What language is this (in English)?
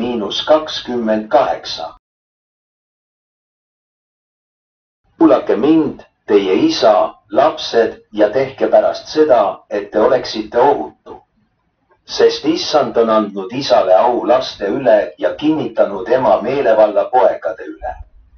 Estonian